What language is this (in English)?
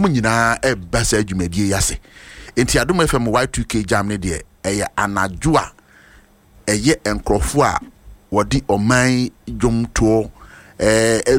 Akan